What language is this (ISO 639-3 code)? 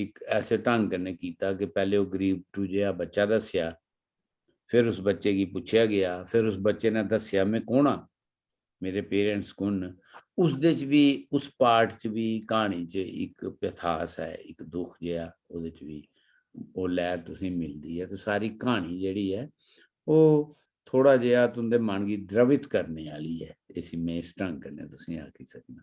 doi